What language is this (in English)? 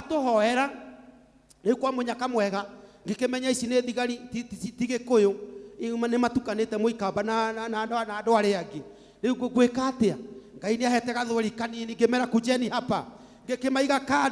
Kikuyu